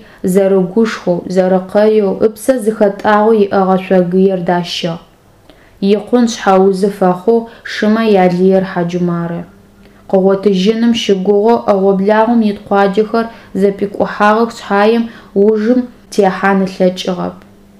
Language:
Adyghe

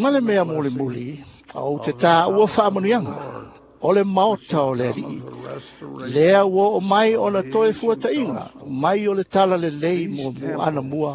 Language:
Samoan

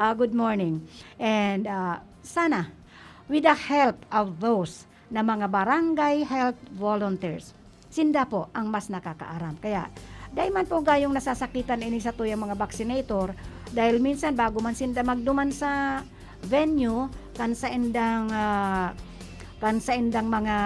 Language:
Bikol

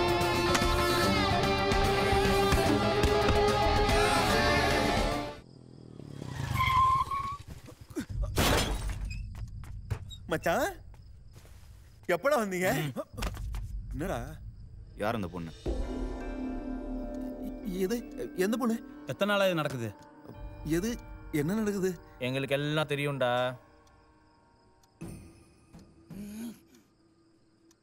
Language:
Tamil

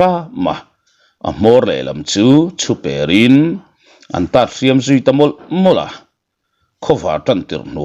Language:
Mizo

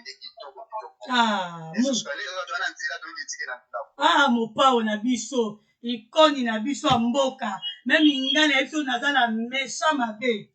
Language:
Lingala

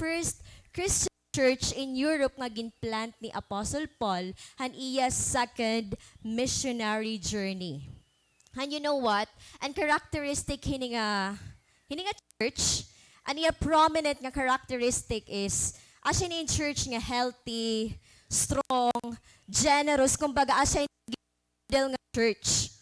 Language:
Waray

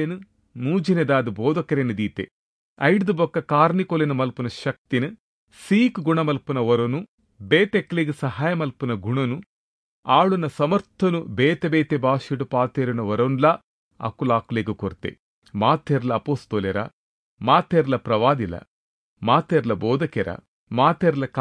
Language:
Tulu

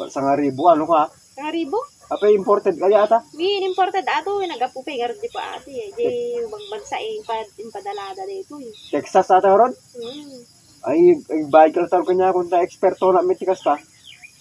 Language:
Iloko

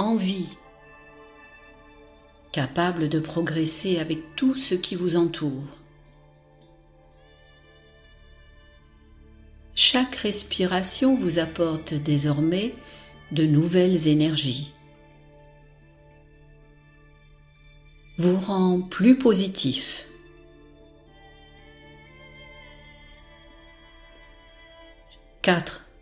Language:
French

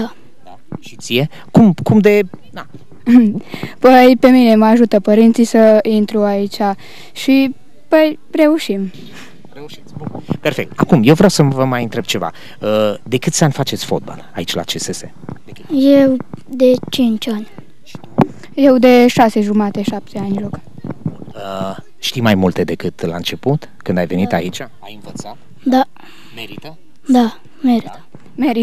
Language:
Romanian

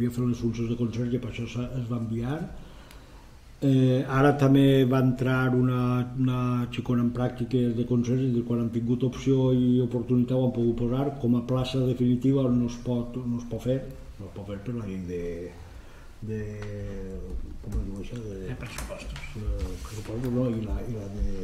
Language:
Catalan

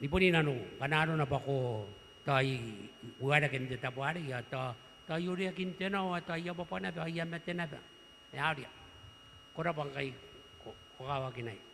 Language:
Gilbertese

